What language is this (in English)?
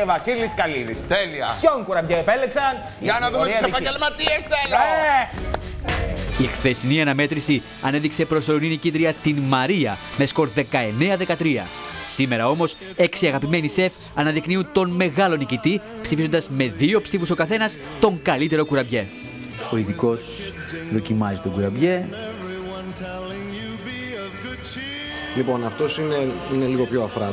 Greek